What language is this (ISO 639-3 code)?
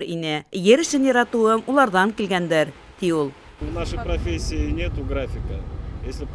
bak